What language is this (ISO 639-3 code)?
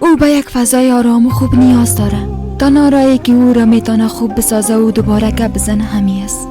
fas